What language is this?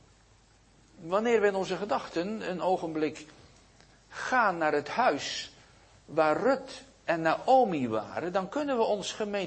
Dutch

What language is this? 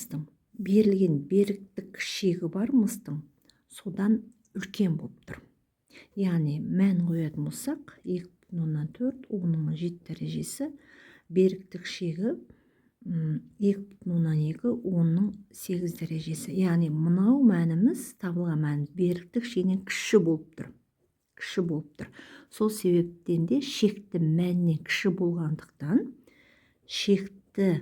Kazakh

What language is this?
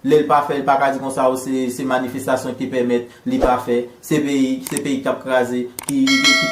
Haitian Creole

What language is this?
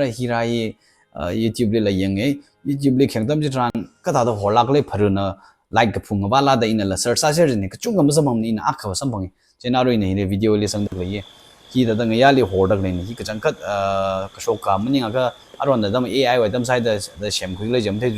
Tangkhul Naga (India)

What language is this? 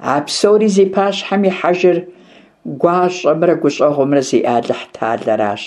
Kabardian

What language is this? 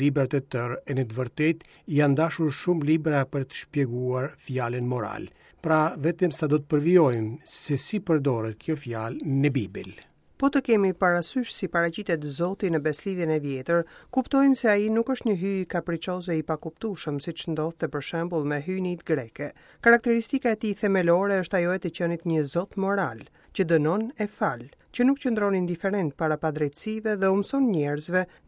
Albanian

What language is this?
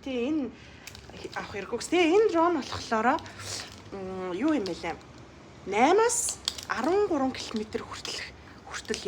Mongolian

